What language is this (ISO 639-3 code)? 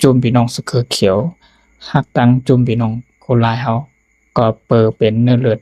shn